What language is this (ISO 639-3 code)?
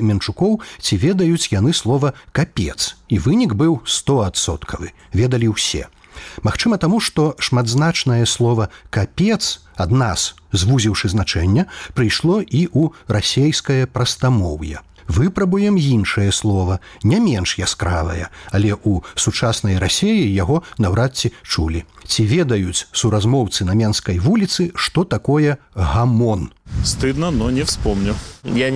bel